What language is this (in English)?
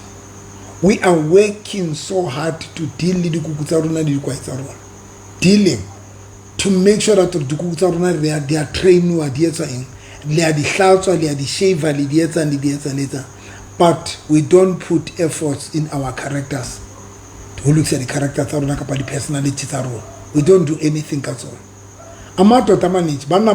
Southern Sotho